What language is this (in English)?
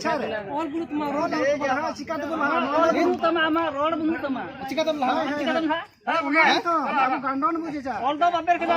Santali